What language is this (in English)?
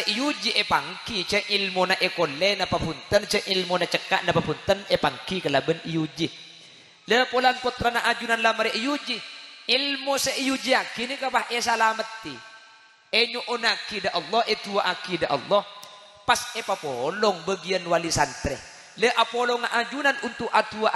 Madurese